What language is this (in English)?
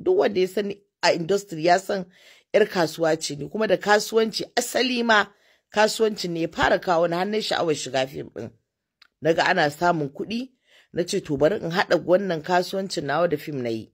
Hausa